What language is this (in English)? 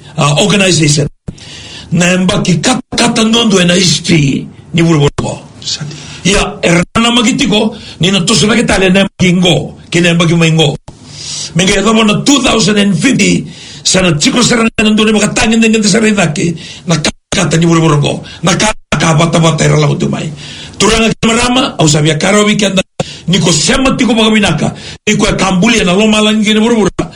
Swahili